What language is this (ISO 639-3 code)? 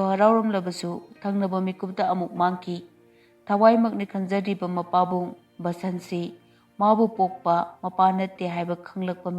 mni